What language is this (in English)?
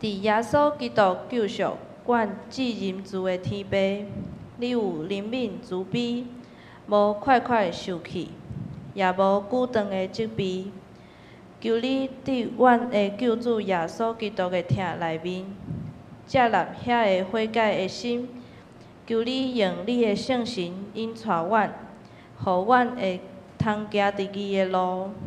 Min Nan Chinese